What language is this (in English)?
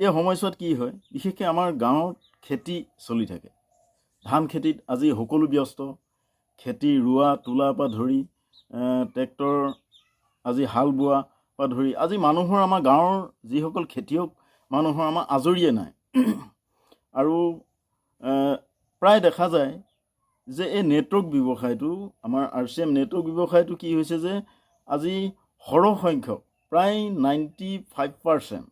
Assamese